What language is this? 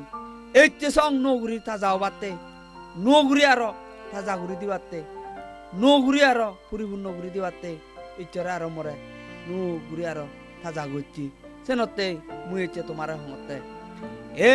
Chakma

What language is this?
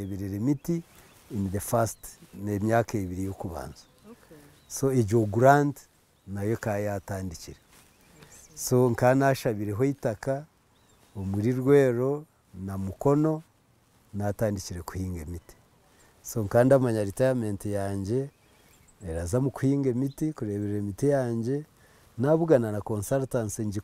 Nyankole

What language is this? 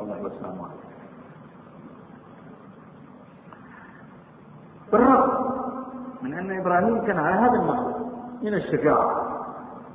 Arabic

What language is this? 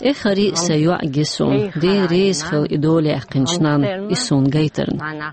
Chechen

